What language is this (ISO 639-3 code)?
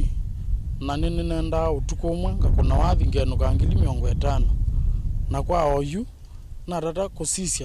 kam